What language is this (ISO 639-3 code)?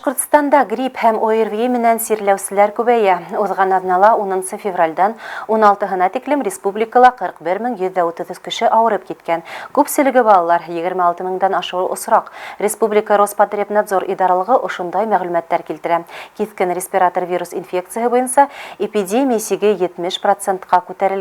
bak